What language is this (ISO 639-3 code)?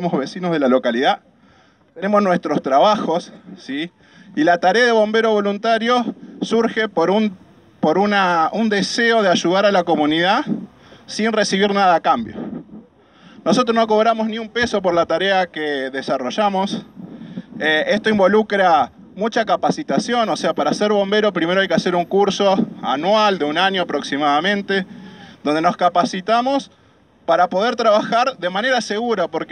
spa